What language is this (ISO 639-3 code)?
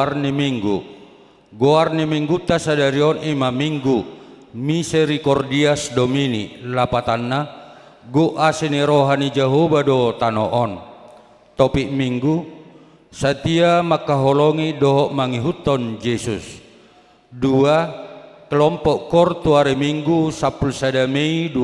bbc